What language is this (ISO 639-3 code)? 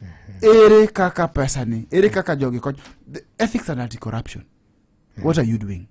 luo